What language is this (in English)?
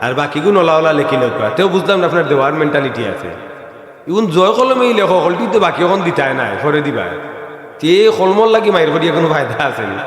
Sylheti